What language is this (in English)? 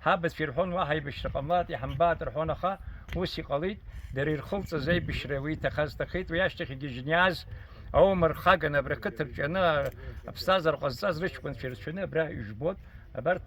Abkhazian